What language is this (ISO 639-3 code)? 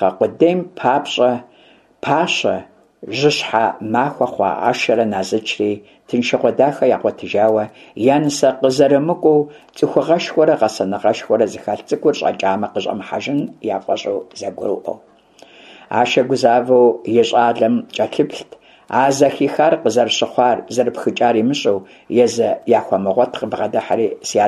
kbd